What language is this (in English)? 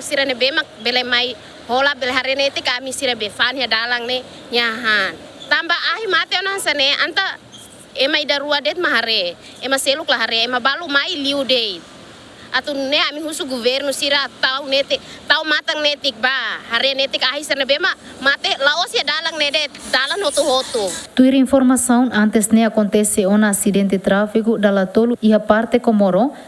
Tetum